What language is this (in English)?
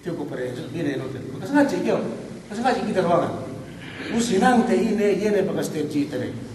Yakan